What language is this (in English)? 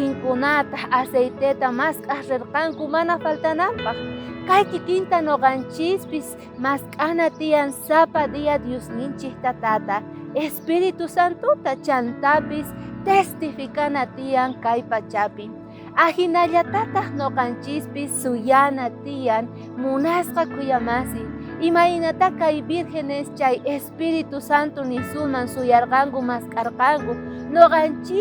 South Bolivian Quechua